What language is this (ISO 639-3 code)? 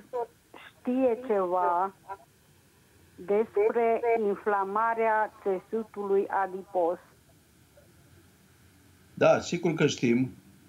ron